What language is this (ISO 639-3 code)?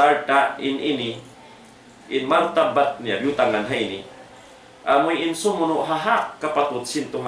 tsg